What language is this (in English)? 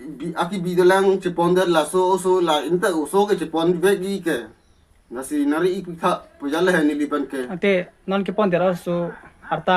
Karbi